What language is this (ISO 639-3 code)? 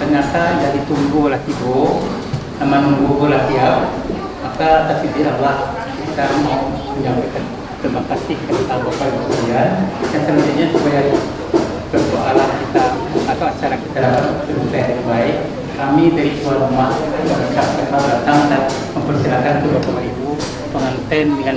min